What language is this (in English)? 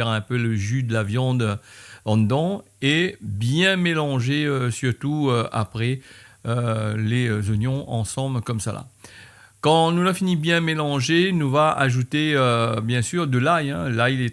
Réunion Creole French